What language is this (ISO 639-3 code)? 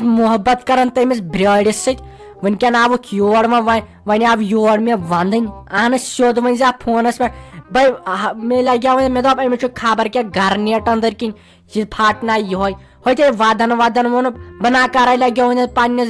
kas